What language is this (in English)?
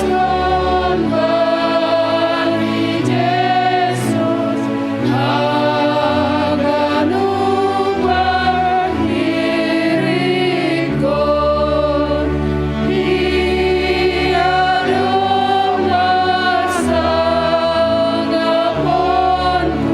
Batak Simalungun